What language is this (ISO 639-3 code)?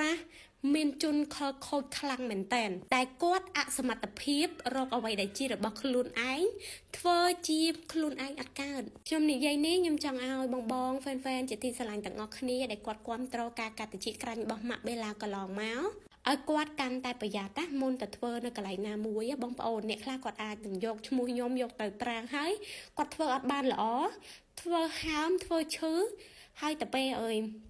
khm